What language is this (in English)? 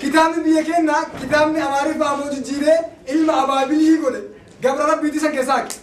Oromo